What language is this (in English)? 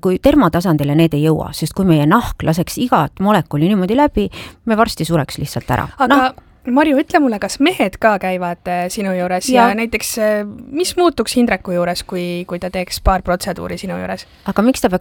Estonian